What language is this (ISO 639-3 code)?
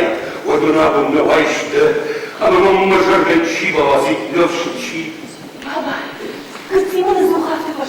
oss